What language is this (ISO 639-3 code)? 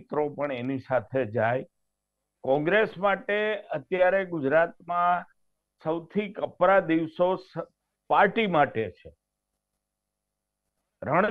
guj